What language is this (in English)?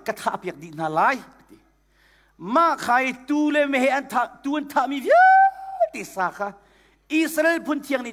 Hakha Chin